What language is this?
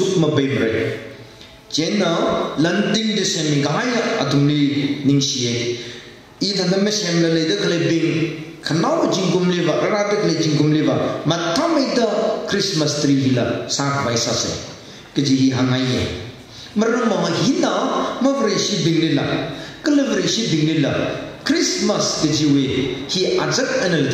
Tangkhul Naga (India)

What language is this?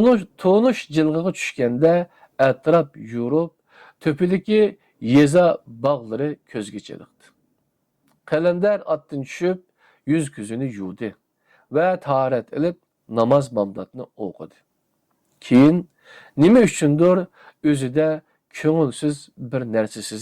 Uyghur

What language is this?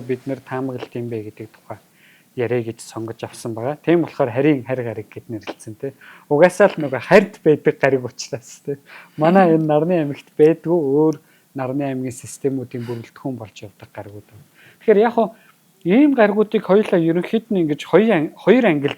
Mongolian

